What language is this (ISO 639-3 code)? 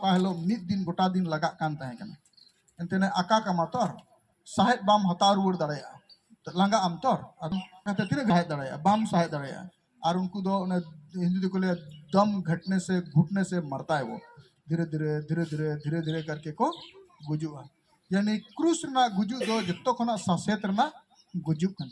sat